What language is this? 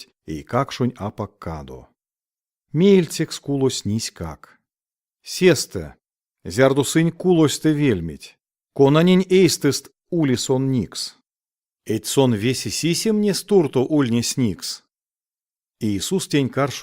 Erzya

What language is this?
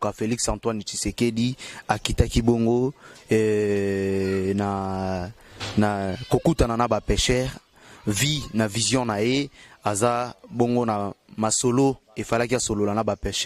Lingala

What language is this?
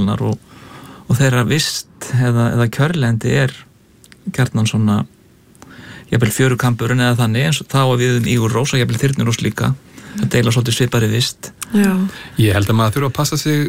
Icelandic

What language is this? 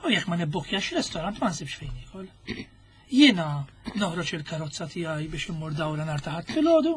Maltese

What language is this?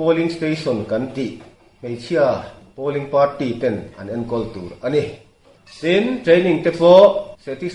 Mizo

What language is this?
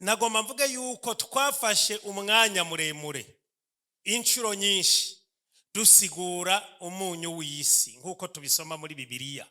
Rundi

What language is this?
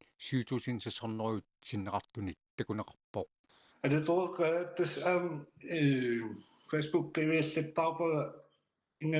Kalaallisut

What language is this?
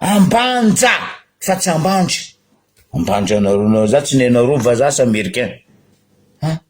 Malagasy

